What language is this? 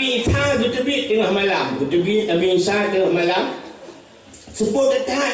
Achinese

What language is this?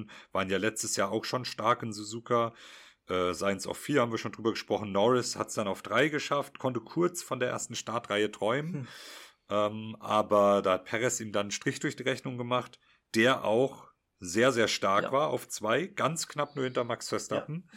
German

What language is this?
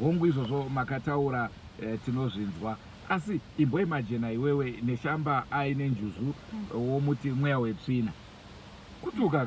Shona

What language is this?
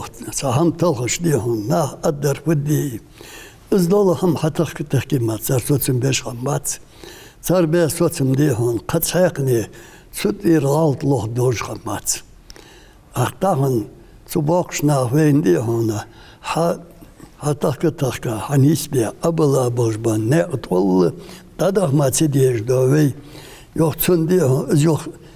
Ingush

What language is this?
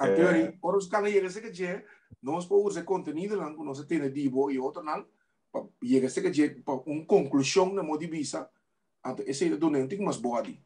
Papiamento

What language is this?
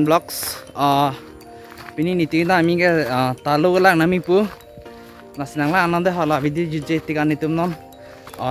Karbi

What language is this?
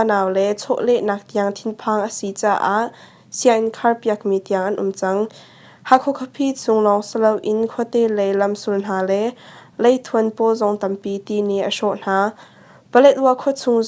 Hakha Chin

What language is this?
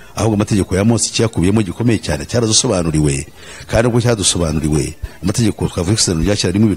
Kinyarwanda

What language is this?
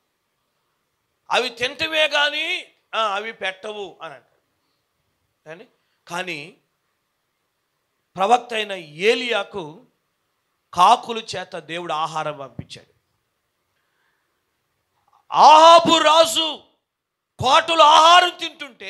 Telugu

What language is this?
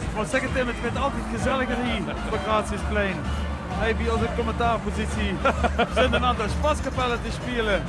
Limburgish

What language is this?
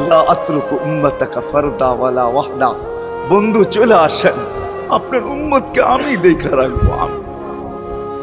Bangla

